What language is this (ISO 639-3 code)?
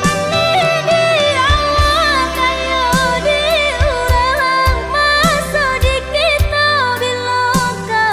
min